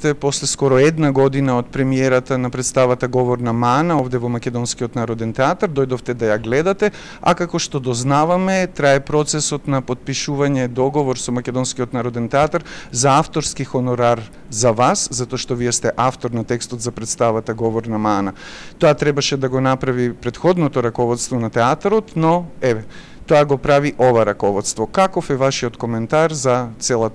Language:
Macedonian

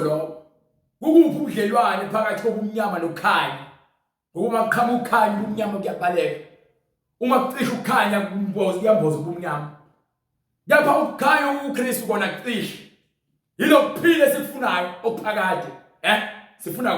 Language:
Zulu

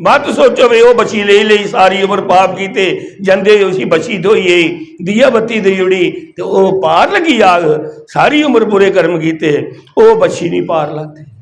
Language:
Dogri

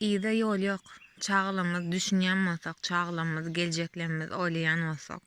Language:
Turkmen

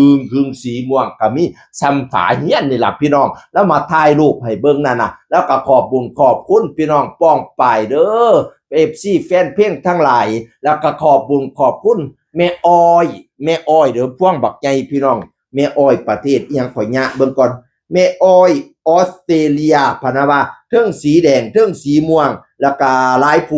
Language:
Northeastern Thai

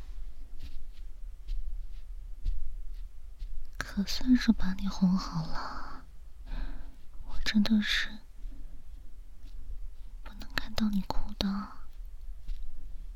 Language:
Chinese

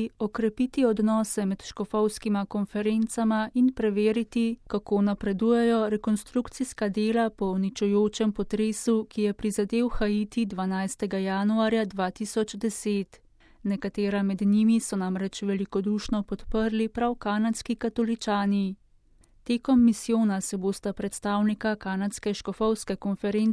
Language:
Slovenian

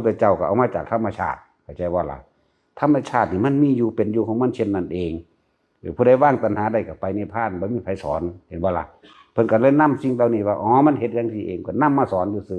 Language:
Northeastern Thai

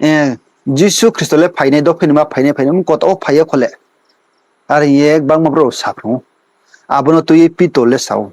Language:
Riang (India)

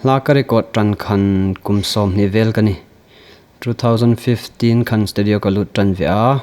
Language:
Hmar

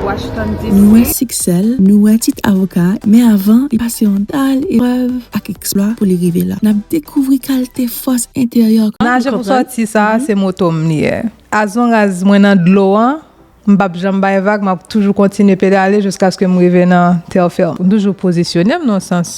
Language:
Haitian Creole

